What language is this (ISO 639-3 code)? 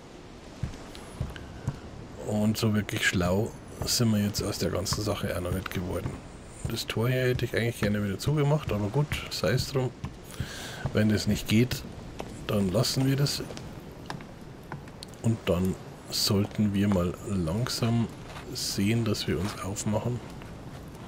deu